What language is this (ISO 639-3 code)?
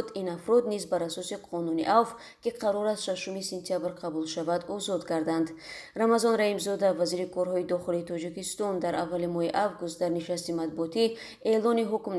tgk